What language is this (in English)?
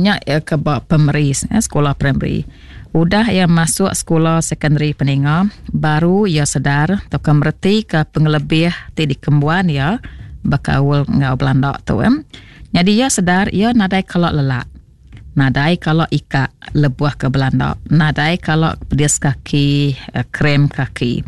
Iban